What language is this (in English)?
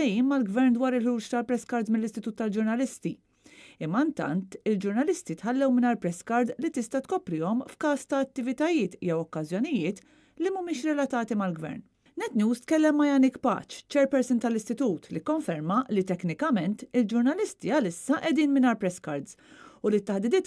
Maltese